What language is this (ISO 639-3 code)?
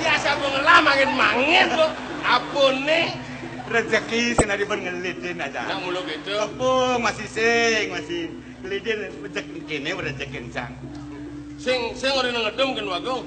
ban